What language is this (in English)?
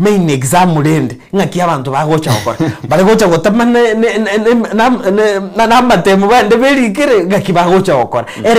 Gusii